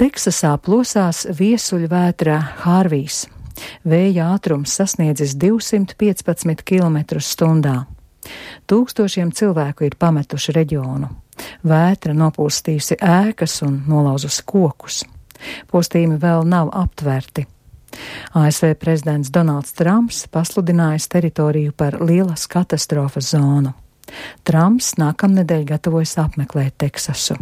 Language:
Latvian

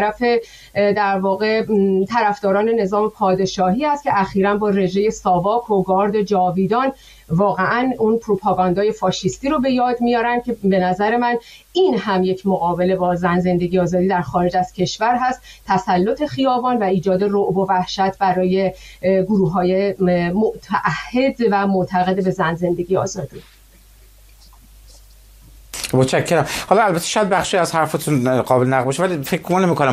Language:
Persian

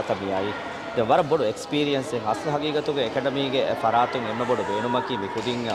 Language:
Divehi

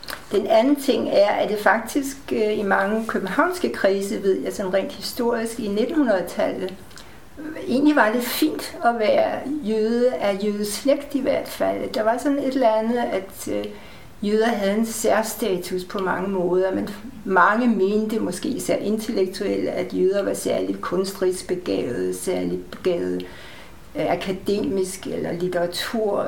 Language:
Danish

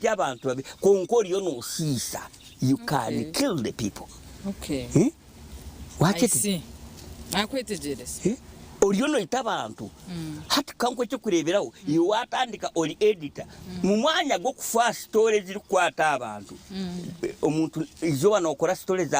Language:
Nyankole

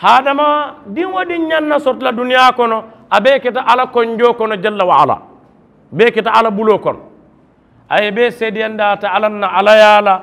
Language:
Mandingo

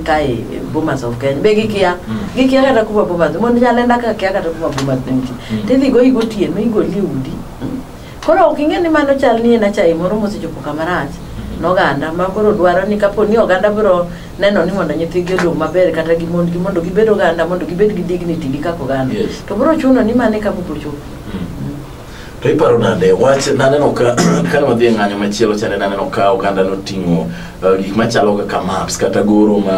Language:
Luo (Kenya and Tanzania)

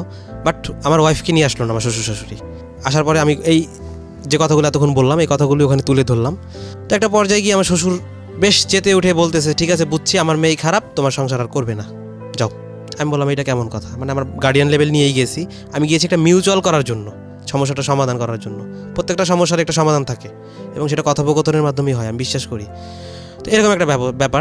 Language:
Bangla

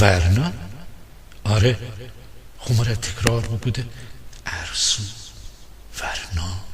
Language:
Gilaki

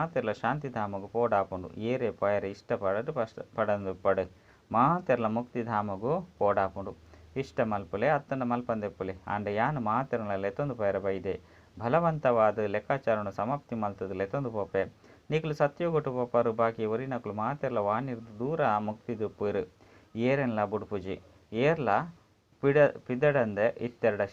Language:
Tulu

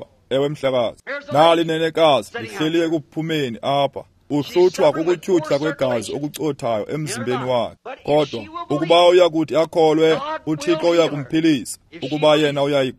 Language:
Xhosa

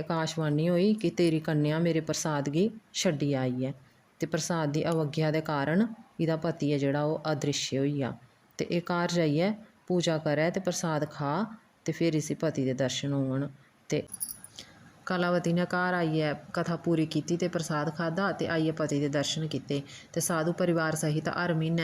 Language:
Dogri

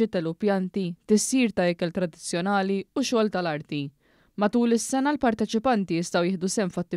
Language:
Maltese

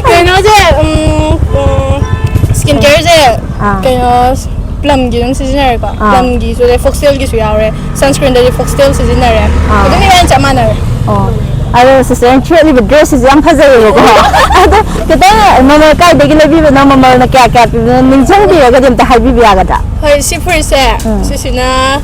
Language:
Manipuri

